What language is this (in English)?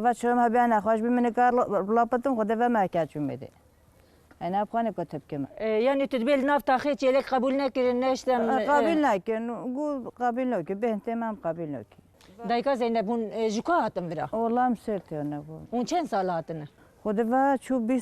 Kurdish